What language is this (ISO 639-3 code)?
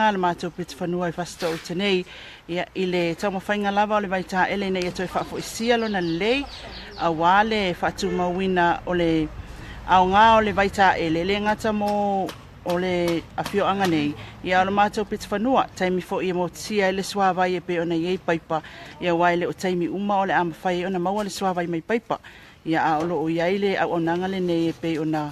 smo